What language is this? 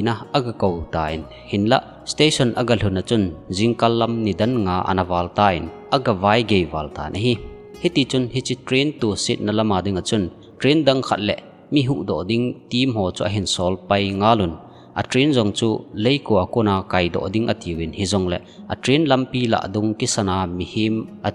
Thado Chin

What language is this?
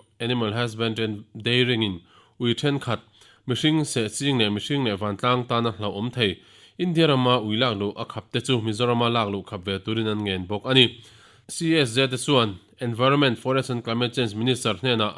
Mizo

